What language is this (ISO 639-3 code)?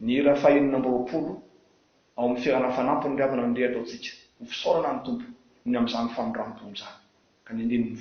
mlg